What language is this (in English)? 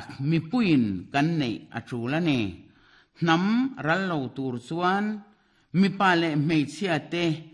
Mizo